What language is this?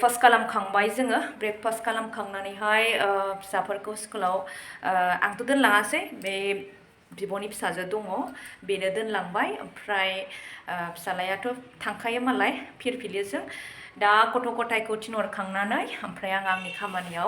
Bodo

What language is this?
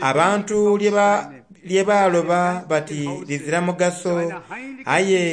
Soga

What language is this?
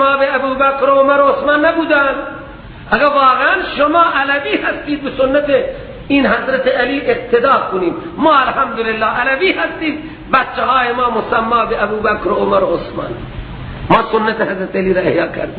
Persian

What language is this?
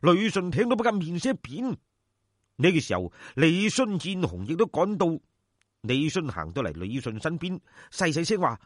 Cantonese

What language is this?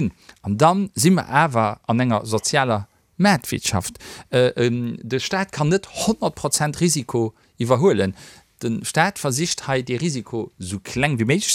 Luxembourgish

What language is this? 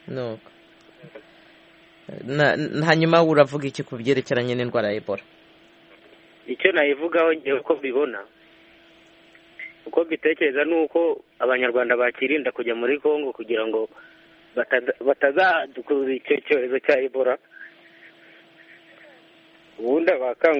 Kinyarwanda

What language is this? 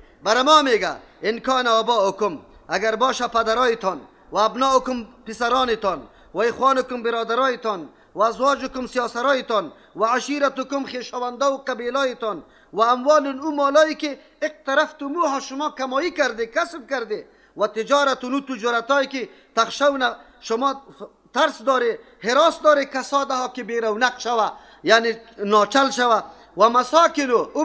Persian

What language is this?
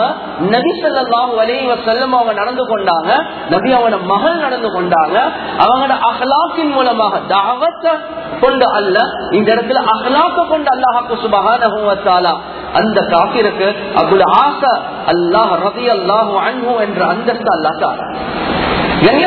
Tamil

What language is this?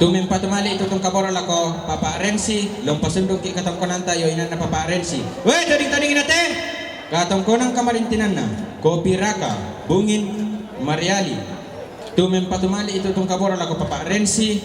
Toraja-Sa'dan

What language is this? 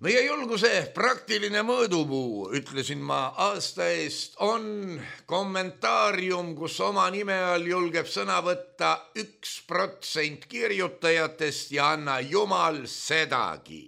Estonian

